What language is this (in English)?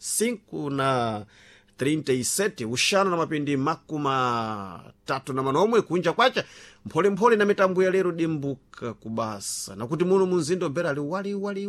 Sena